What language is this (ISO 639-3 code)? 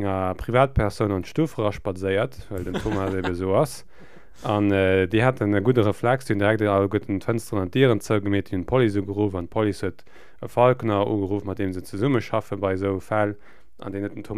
ltz